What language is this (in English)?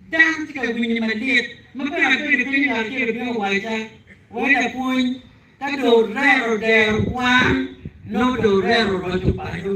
Acoli